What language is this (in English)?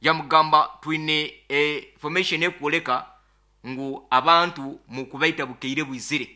Nyoro